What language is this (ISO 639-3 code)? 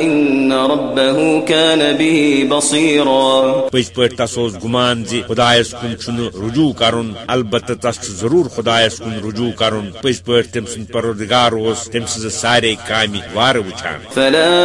kas